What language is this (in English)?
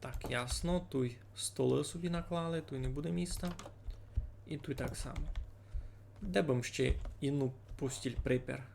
Rusyn